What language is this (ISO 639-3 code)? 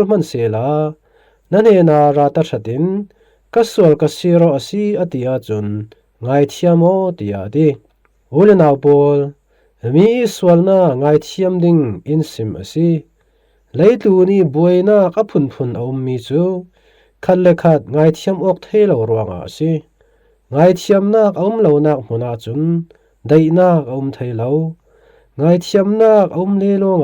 cfm